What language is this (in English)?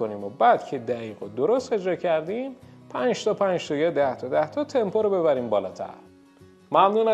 Persian